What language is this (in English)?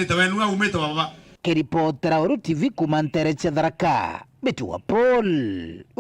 Meru